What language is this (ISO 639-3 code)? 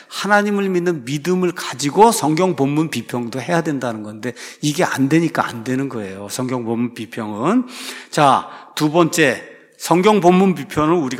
kor